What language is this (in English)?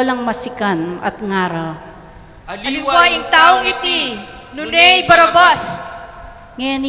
Pampanga